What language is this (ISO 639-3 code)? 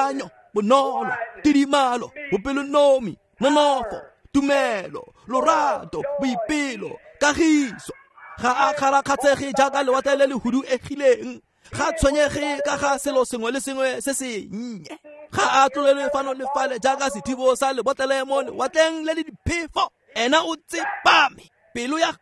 tsn